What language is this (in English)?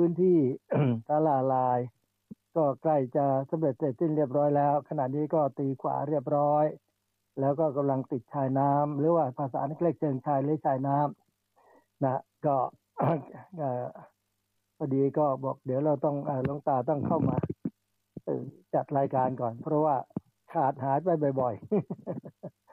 Thai